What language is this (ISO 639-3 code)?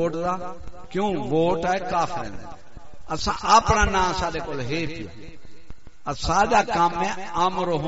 skr